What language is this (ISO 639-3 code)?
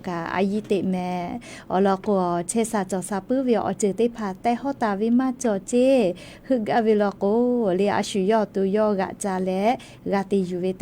lhu